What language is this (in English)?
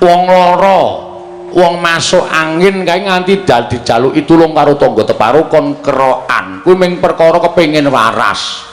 Javanese